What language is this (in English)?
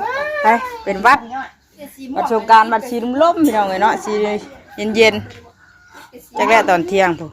Northeastern Thai